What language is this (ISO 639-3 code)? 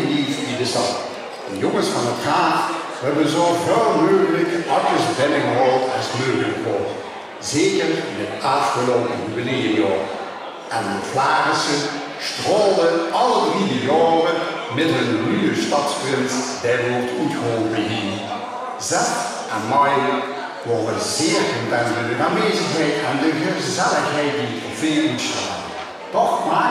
lim